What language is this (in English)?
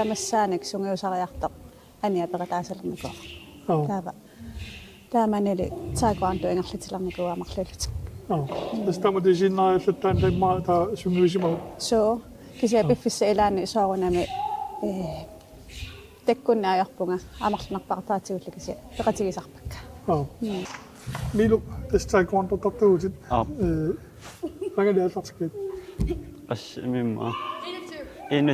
Kalaallisut